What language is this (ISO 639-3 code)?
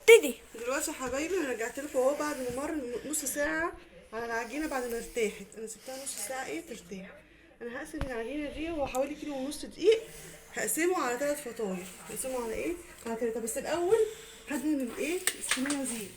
arz